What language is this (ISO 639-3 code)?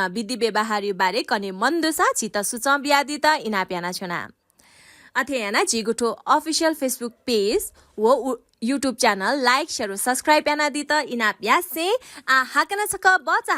new